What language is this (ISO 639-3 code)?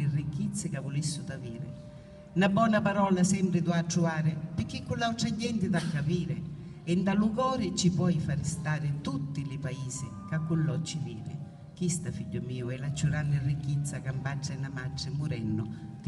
scn